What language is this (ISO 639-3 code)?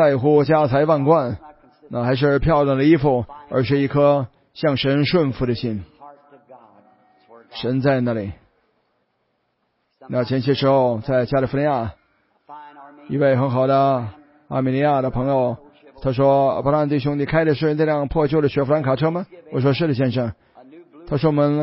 zho